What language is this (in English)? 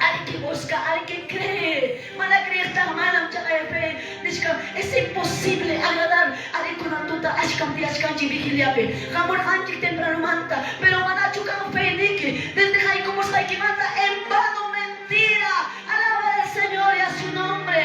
Quechua